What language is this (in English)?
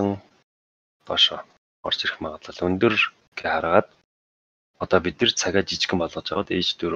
Mongolian